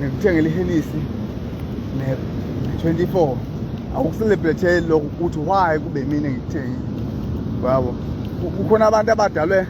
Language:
Zulu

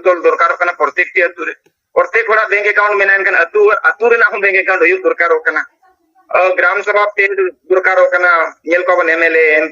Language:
Santali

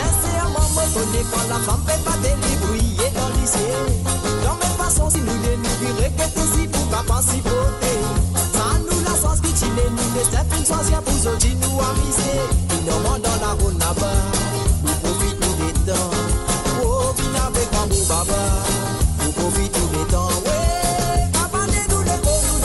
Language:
Morisyen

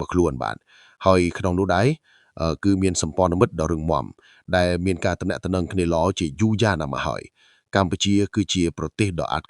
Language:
Khmer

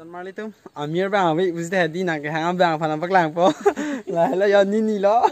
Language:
Karbi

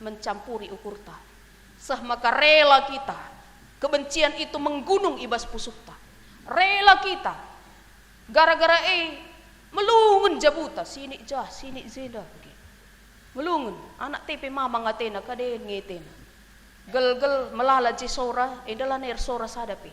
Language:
Batak Karo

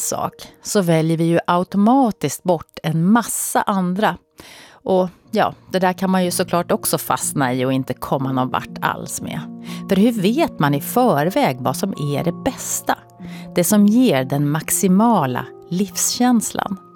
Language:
Swedish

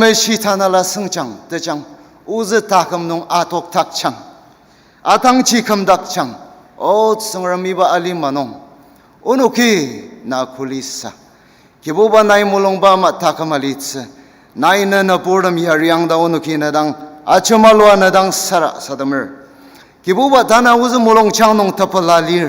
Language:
Ao Naga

